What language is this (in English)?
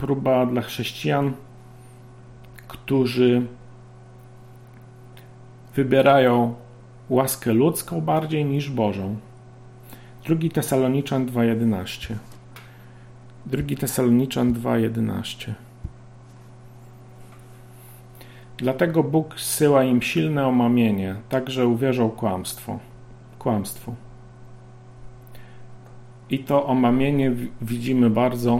Polish